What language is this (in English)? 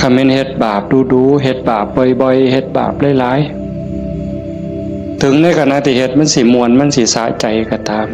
Northeastern Thai